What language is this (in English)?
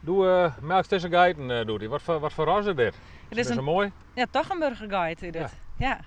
Western Frisian